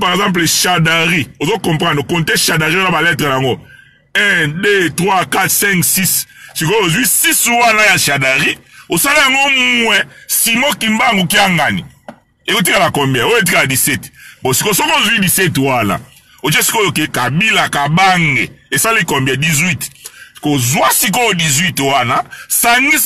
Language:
Lingala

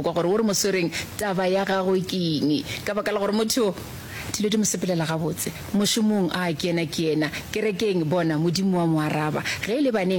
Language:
Northern Sotho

